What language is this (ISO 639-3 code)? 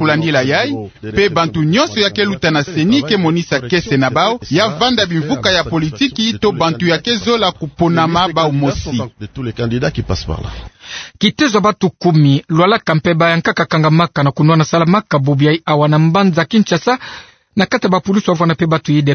ktu